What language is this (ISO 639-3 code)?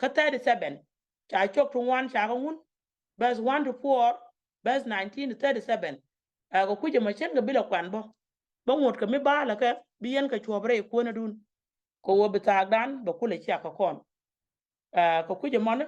nus